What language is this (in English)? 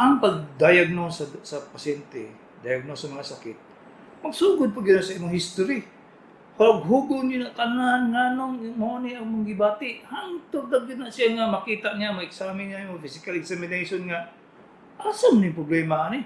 Cebuano